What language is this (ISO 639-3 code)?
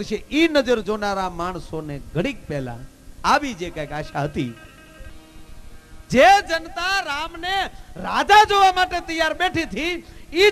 guj